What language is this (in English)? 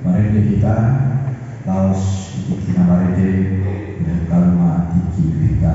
Batak Toba